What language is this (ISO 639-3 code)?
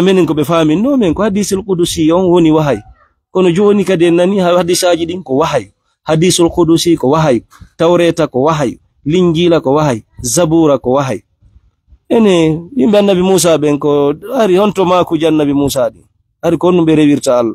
ful